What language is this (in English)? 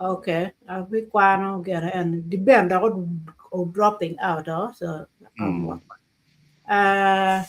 Acoli